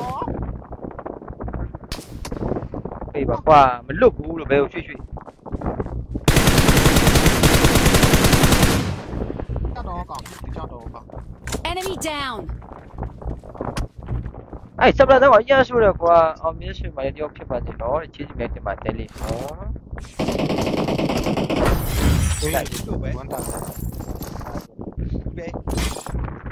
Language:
Burmese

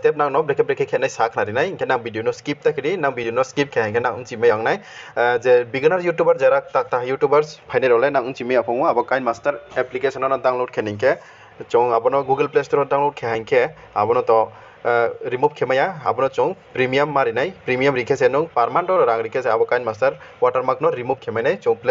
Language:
Riang (India)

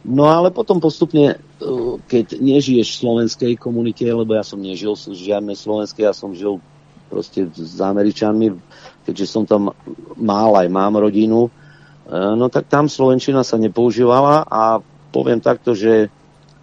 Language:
Slovak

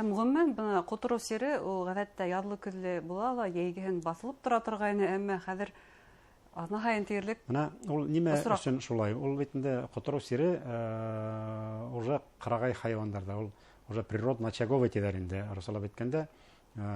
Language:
Bashkir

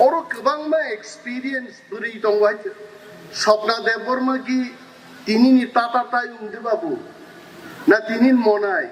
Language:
Kok Borok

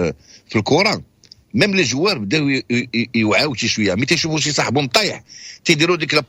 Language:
Moroccan Arabic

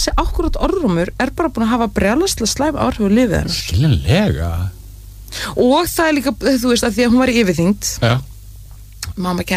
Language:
Icelandic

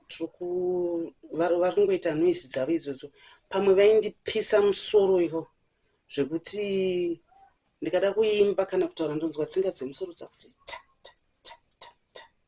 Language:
Shona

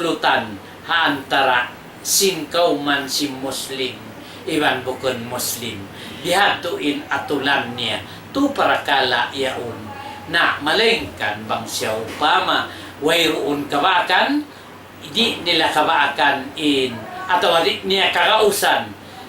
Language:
Tausug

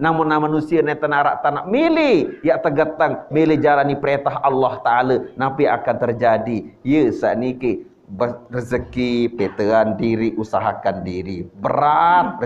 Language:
Sasak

